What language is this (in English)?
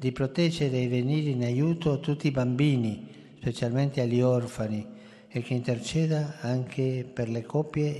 Italian